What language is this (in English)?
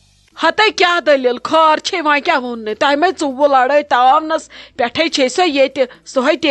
Kashmiri